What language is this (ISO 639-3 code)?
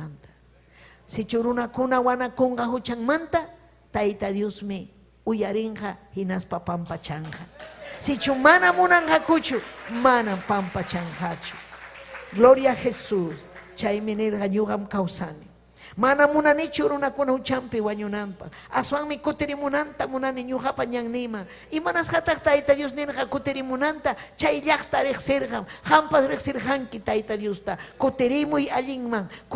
quy